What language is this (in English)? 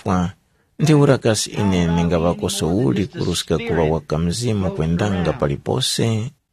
Tumbuka